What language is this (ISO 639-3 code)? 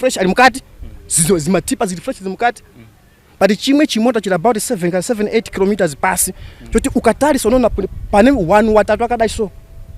sna